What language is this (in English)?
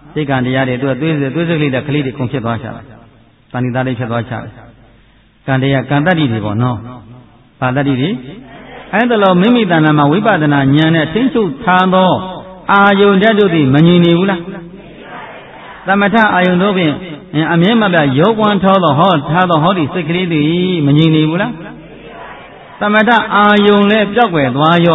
Burmese